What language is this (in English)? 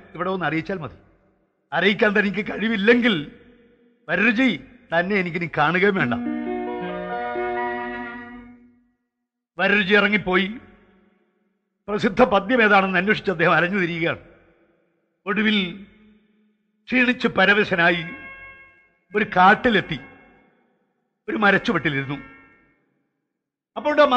Malayalam